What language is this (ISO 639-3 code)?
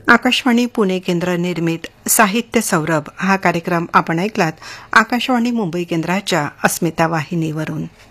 mar